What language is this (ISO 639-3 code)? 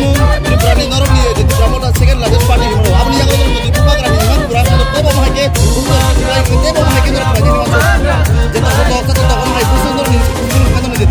trp